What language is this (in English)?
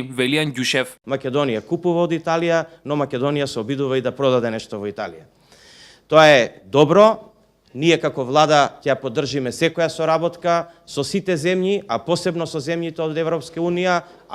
Macedonian